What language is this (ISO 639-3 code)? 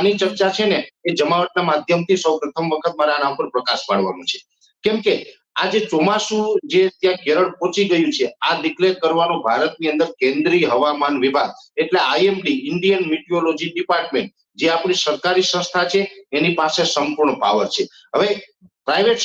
guj